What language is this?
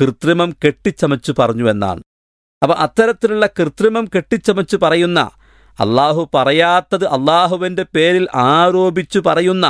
Malayalam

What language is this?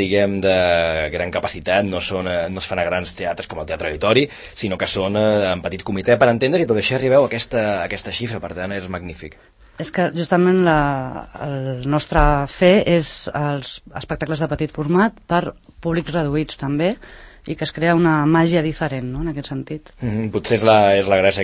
Catalan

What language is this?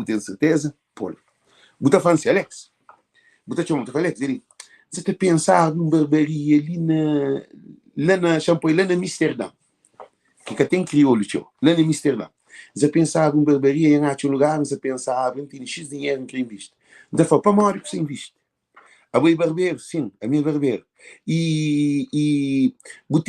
Kabuverdianu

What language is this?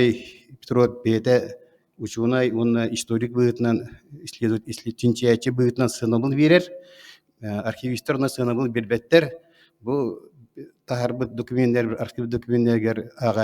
Yakut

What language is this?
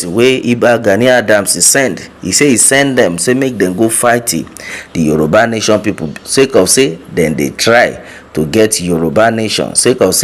Nigerian Pidgin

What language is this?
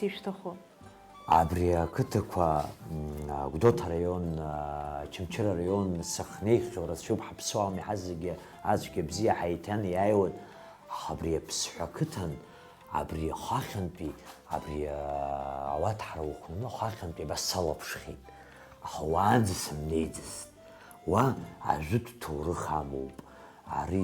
Abkhazian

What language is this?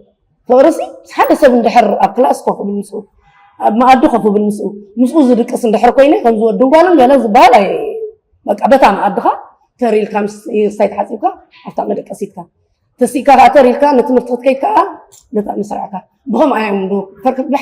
Tigrinya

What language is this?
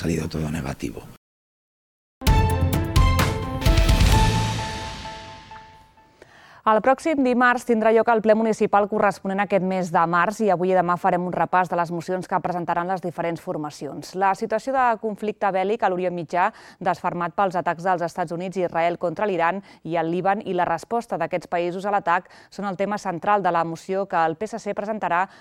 Catalan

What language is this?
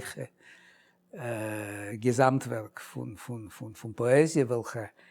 Yiddish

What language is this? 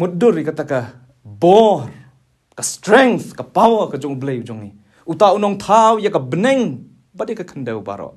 Khasi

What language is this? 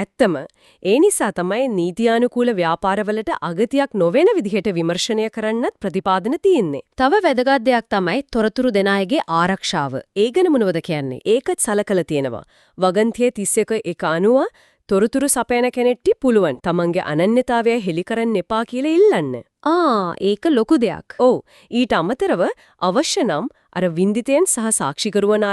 Sinhala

